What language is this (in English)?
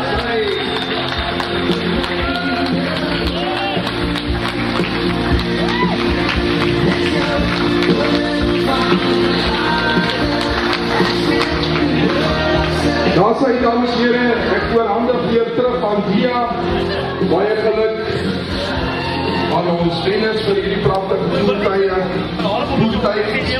Afrikaans